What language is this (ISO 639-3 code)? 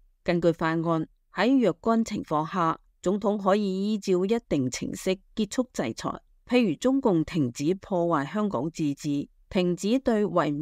yue